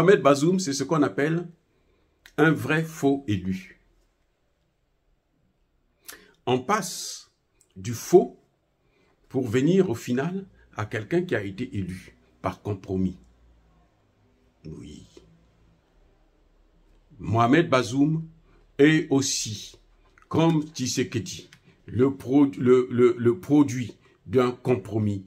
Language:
French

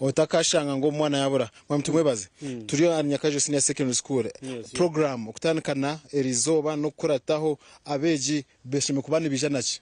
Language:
Nyankole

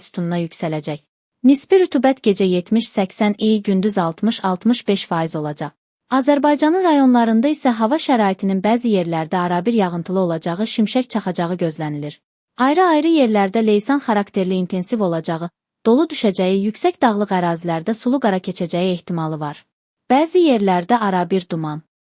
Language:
Azerbaijani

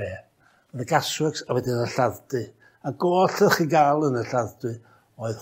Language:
Welsh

